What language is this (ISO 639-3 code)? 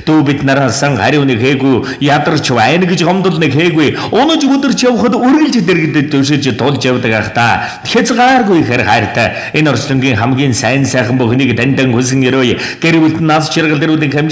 mon